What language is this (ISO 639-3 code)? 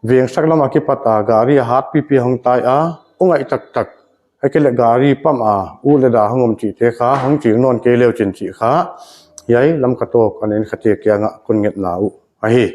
pck